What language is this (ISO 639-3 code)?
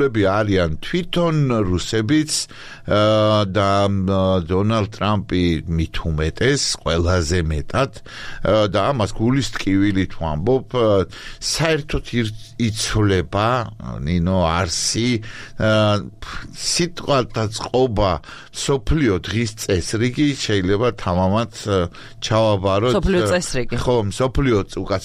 kat